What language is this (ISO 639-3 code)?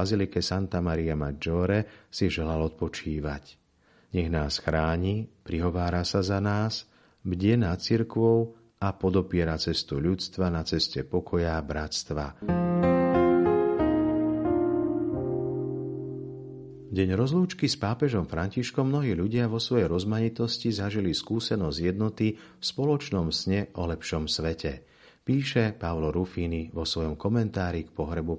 slk